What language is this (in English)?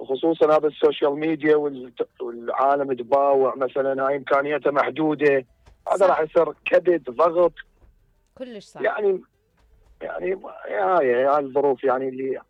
Mesopotamian Arabic